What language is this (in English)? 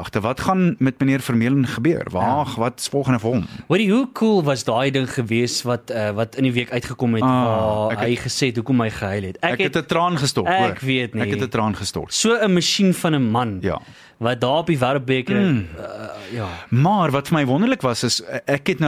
Afrikaans